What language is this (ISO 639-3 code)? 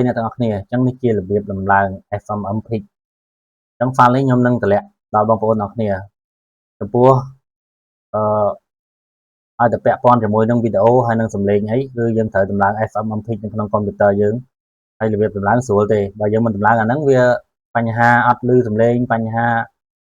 khm